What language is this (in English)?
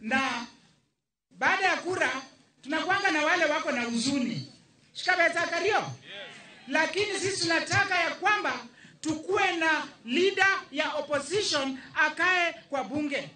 Luo (Kenya and Tanzania)